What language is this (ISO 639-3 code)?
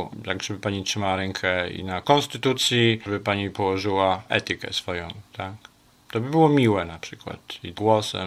pol